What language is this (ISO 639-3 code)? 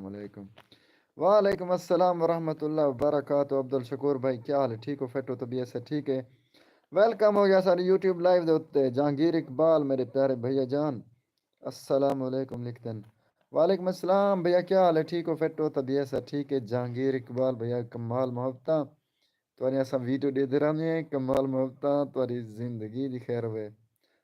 skr